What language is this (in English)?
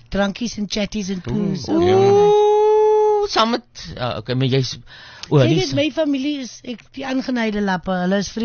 Afrikaans